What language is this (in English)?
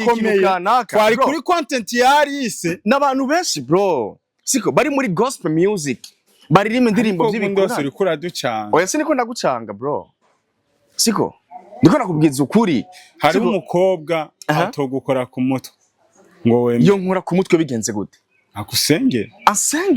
Rundi